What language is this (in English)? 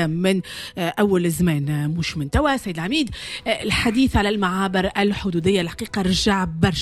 Tunisian Arabic